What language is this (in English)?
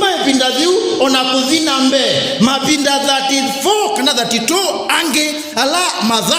Kamba